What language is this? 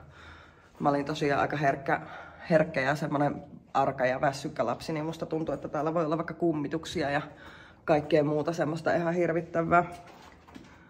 Finnish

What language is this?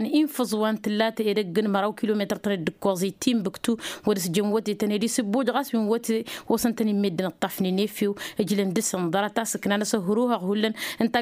Tamasheq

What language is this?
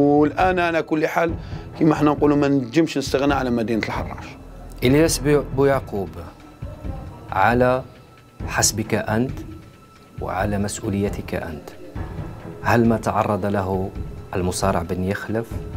Algerian Arabic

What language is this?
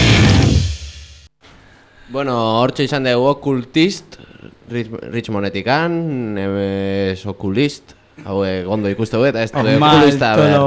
Basque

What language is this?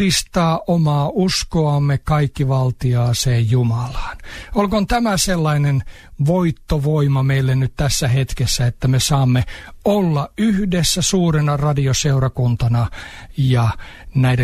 Finnish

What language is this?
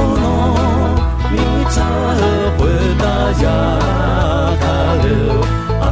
Akha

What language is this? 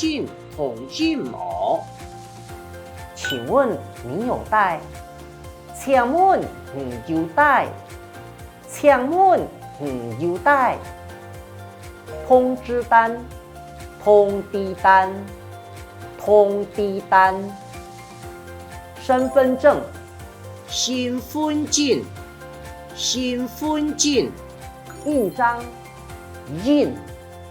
Hakka Chinese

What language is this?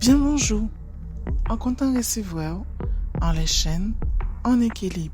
Guadeloupean Creole French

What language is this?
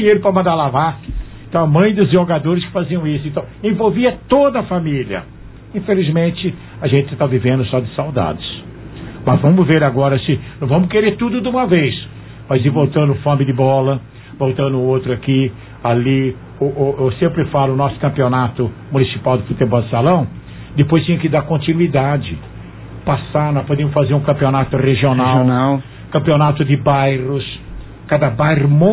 Portuguese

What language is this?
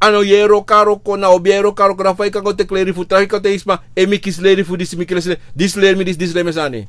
Sranan Tongo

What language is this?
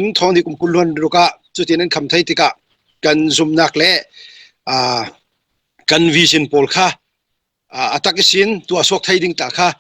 Falam Chin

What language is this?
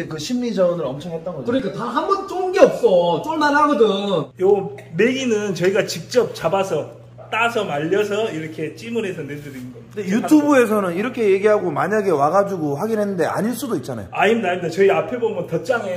Korean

